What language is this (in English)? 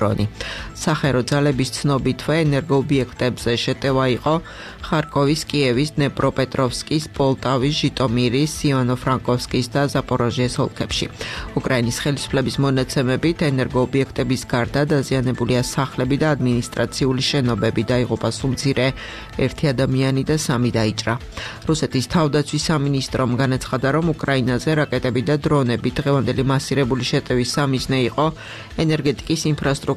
Georgian